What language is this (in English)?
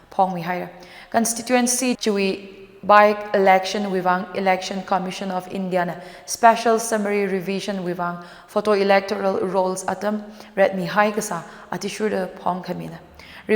Tangkhul Naga (India)